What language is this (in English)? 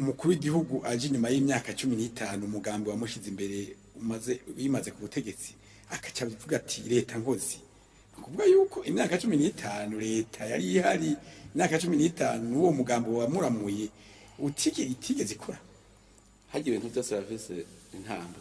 Rundi